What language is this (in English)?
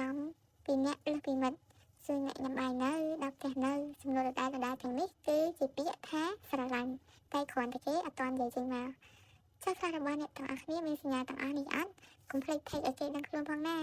Khmer